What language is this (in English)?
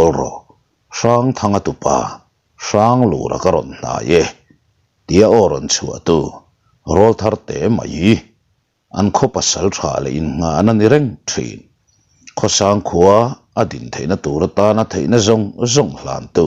Mizo